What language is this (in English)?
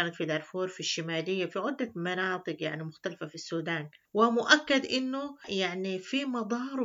Sudanese Arabic